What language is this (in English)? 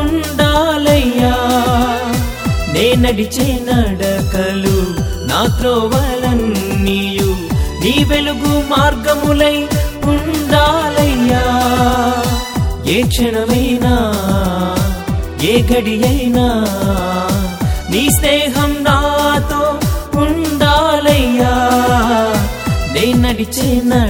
Telugu